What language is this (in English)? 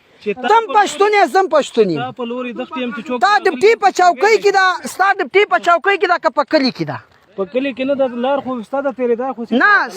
Pashto